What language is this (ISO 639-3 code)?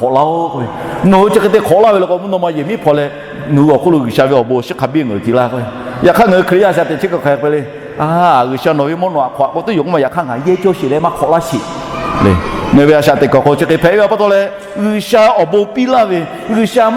lhu